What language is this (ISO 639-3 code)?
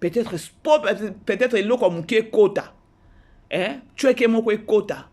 lin